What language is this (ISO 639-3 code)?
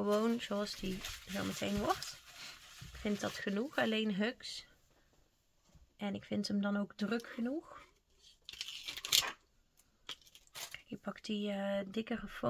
nld